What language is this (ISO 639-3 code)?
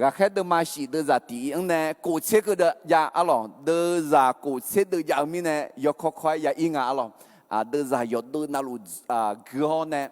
ahk